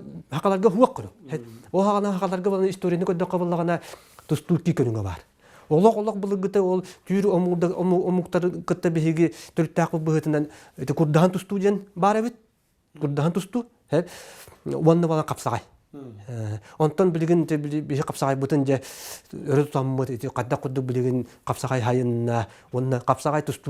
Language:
Yakut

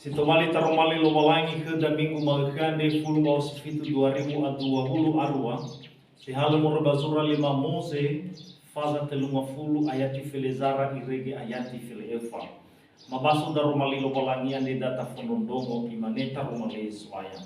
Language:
Nias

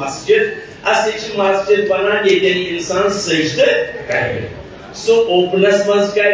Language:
Kashmiri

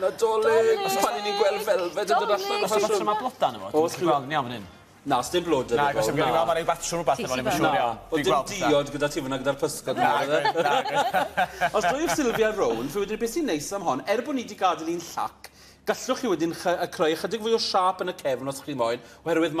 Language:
Welsh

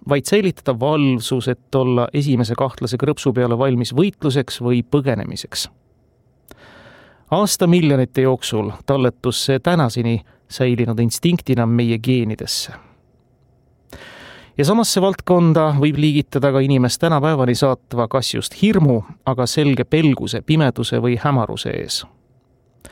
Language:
Estonian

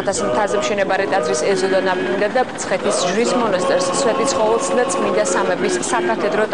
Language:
Georgian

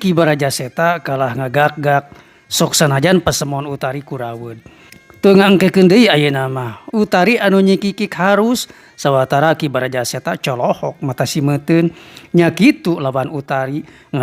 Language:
Sundanese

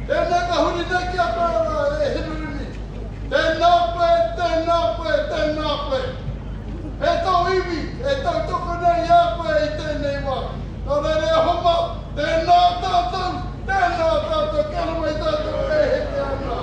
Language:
Māori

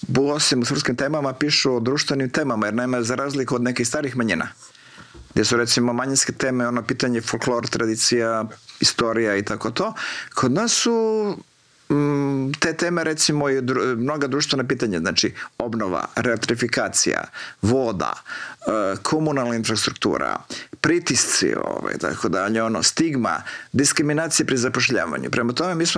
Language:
Croatian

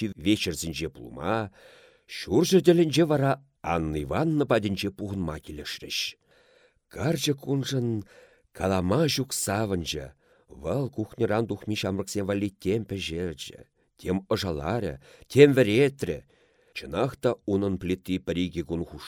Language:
Chuvash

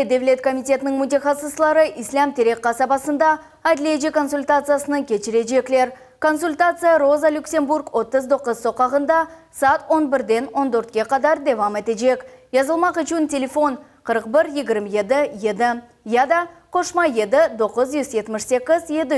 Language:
Crimean Tatar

